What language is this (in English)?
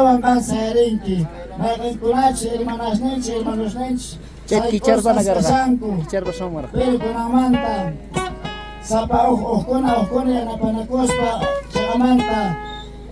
South Bolivian Quechua